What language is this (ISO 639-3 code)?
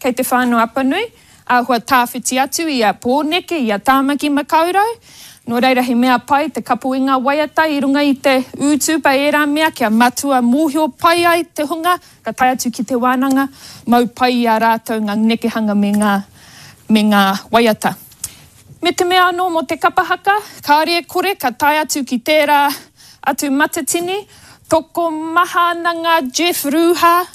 mri